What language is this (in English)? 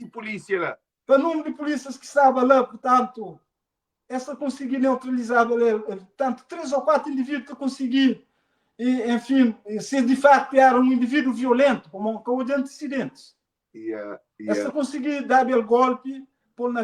Kabuverdianu